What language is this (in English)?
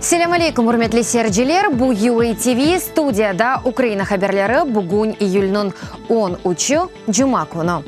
Crimean Tatar